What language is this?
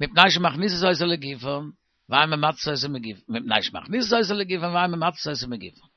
Yiddish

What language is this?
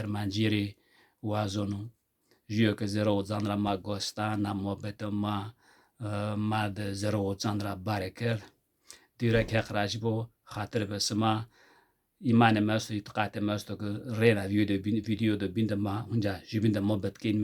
Zaza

